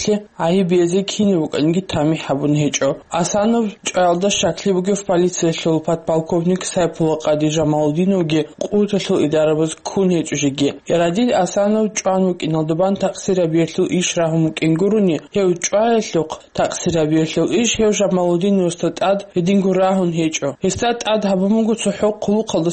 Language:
Avaric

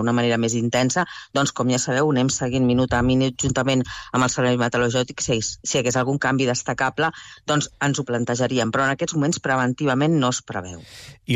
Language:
Catalan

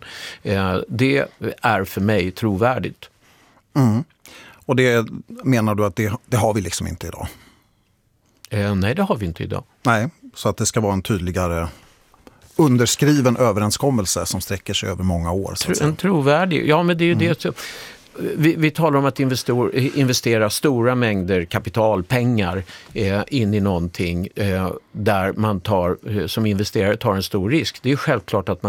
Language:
Swedish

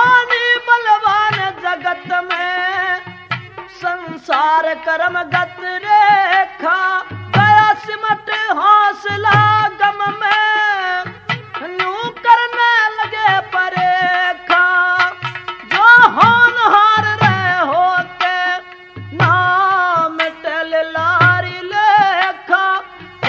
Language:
Haryanvi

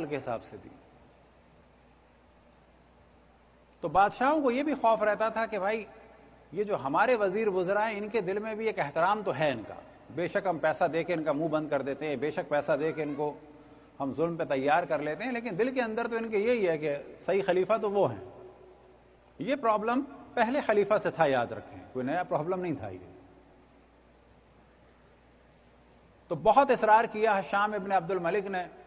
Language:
Urdu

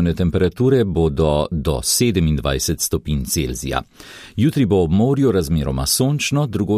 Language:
Slovenian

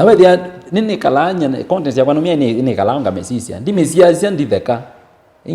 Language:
Kamba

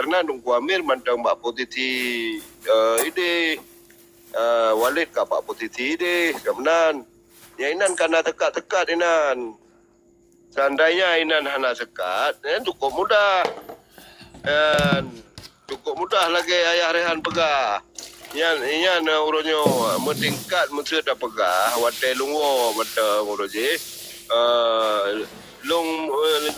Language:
Achinese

